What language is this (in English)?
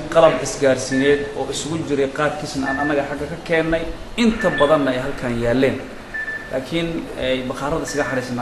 Somali